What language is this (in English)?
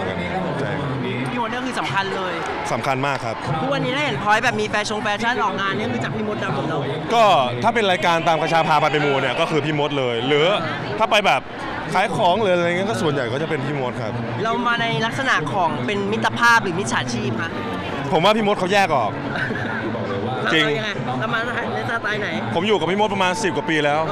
Thai